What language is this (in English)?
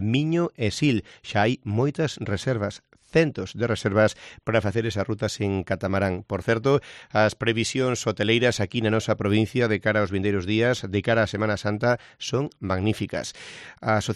Galician